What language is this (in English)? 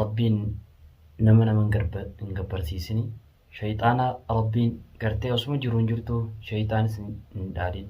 Oromo